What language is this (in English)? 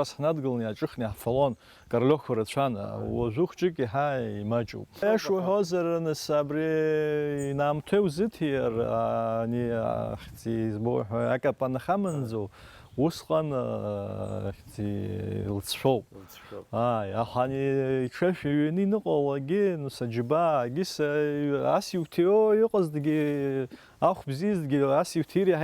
Abkhazian